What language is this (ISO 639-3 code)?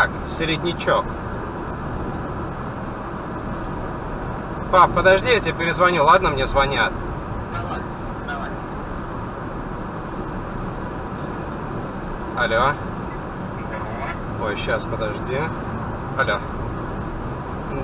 rus